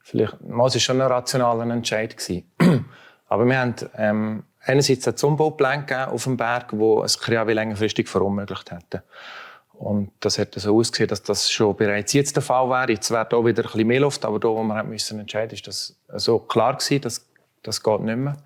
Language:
Swiss German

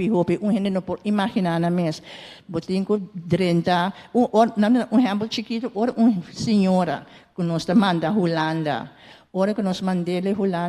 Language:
Papiamento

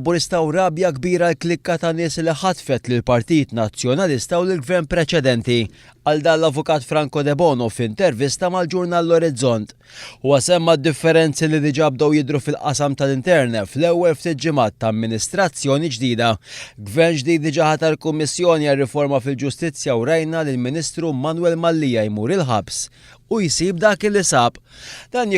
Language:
Maltese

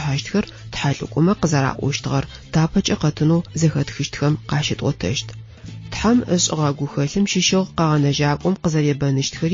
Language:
Adyghe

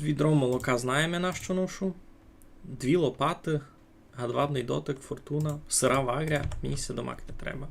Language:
Rusyn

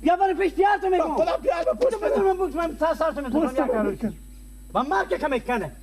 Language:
Persian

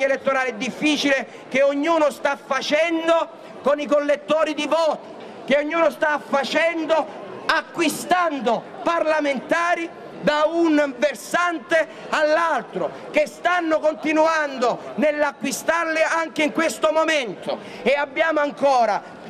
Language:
Italian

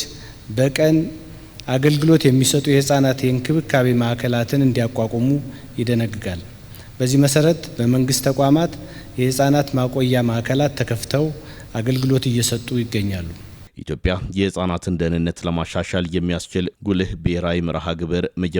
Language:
Amharic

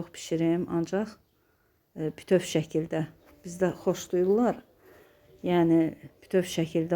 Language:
Azerbaijani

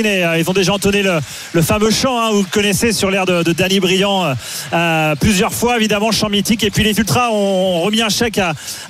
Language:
French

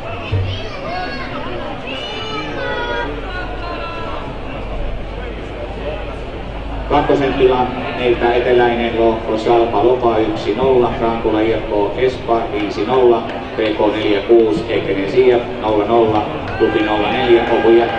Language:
Finnish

